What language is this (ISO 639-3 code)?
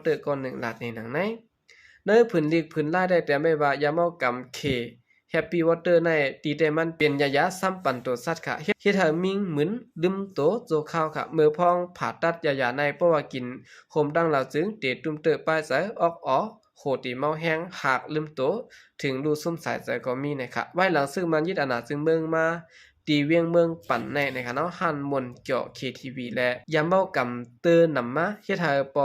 shn